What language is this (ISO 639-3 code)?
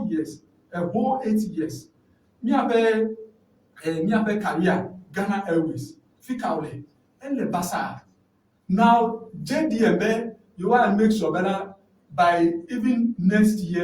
ewe